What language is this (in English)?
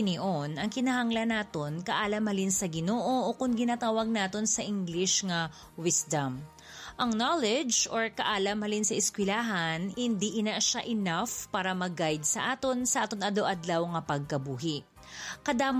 Hiligaynon